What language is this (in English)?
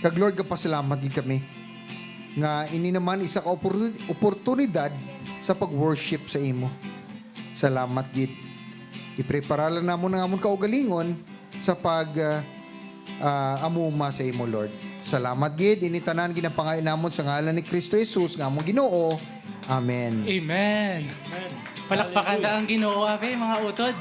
Hiligaynon